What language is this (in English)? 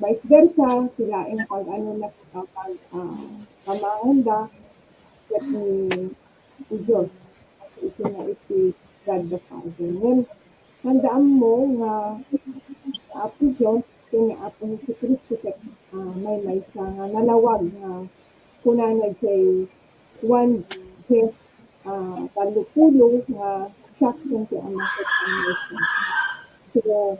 Iloko